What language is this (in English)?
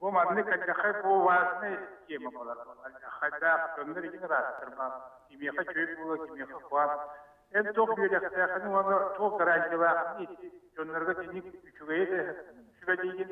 Yakut